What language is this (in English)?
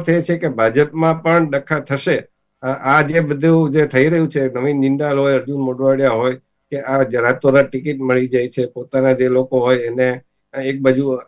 Gujarati